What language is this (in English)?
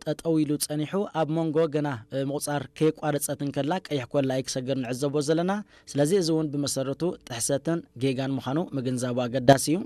Tigrinya